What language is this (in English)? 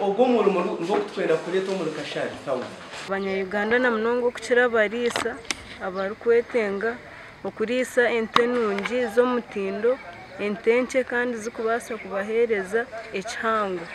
Nyankole